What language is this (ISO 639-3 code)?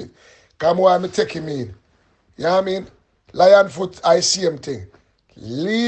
jam